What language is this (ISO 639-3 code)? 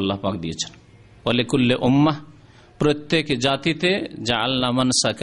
ben